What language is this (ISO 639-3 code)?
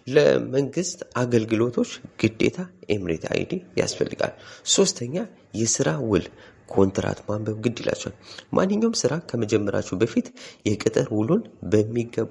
amh